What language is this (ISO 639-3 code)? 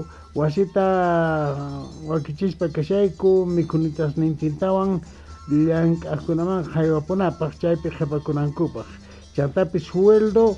que